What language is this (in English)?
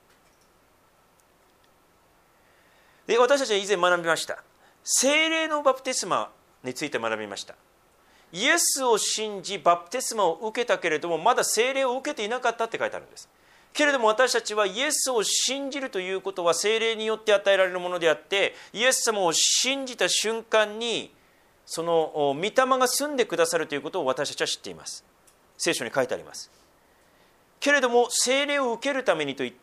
Japanese